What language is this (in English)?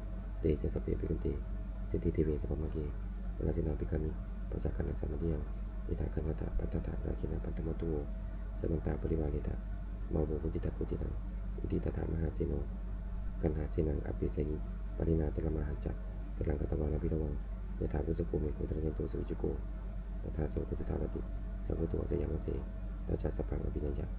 Pali